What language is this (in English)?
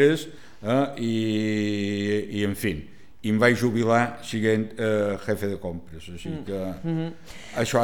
Catalan